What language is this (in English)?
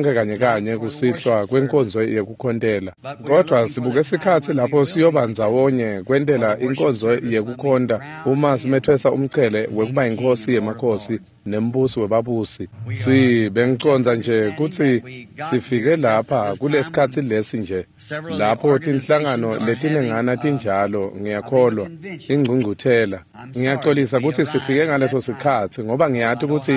Swati